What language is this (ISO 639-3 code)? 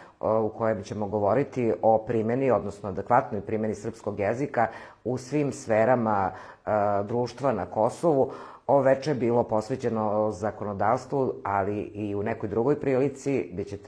srp